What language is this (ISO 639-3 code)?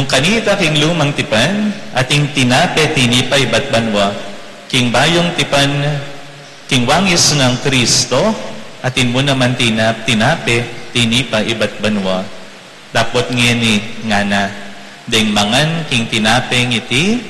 pam